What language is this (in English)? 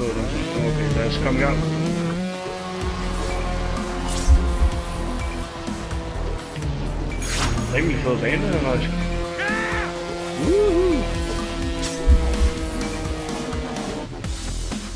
Danish